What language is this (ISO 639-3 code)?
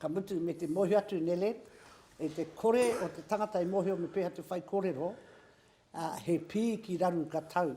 mri